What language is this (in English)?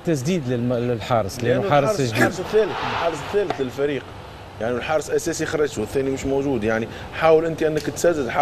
Egyptian Arabic